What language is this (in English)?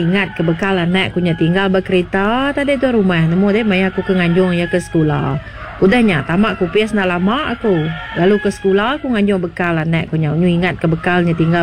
Iban